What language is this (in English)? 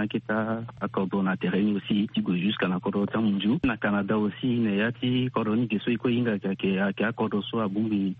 Sango